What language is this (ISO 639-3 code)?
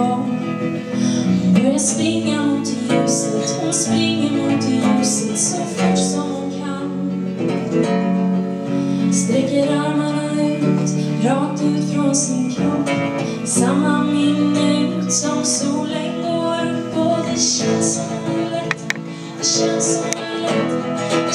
swe